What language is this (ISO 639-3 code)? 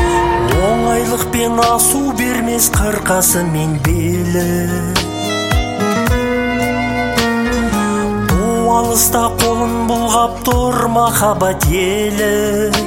kaz